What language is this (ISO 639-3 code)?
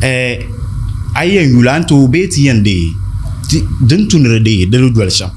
dag